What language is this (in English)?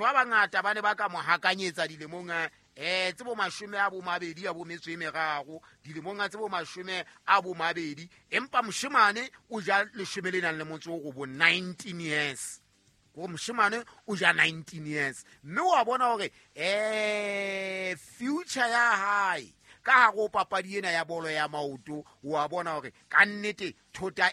Southern Sotho